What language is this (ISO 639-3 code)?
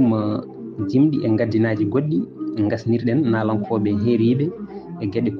ful